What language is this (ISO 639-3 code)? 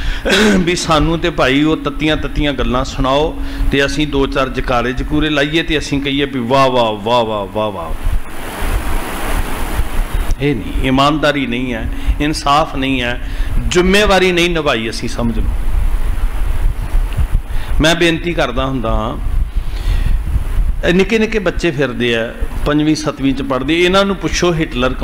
pan